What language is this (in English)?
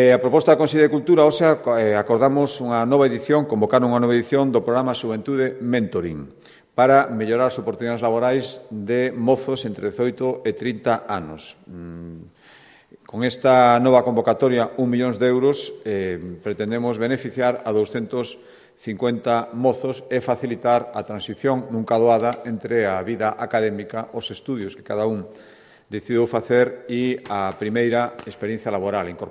Galician